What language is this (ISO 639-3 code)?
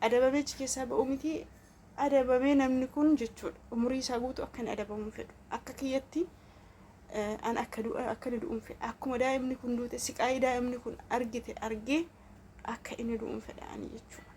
orm